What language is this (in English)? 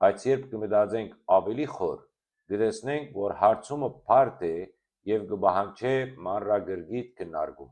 Western Armenian